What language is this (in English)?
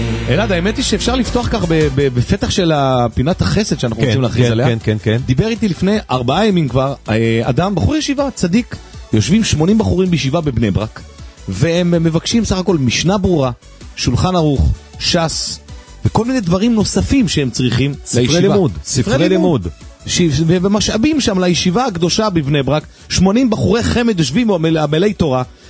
Hebrew